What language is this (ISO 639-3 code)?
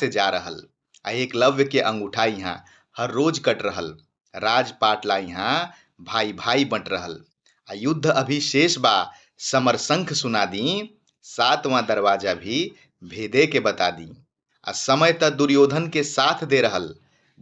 bho